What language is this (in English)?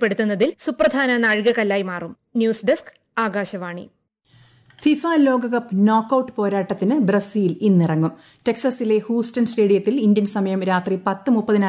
Malayalam